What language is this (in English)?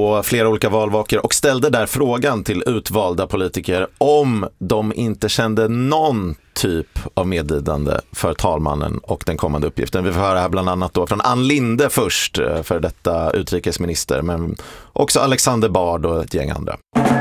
Swedish